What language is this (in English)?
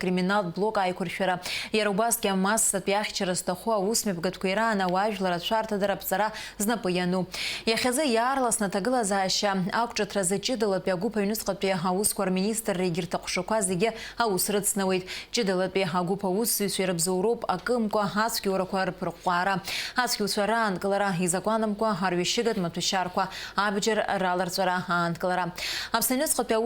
Abkhazian